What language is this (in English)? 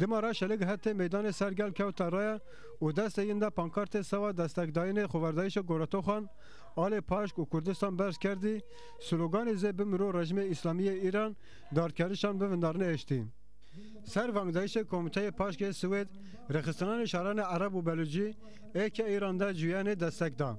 Zaza